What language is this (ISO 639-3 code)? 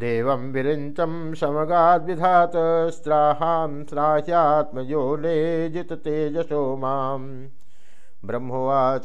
san